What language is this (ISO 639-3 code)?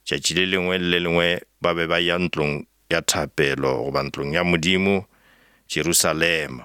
nso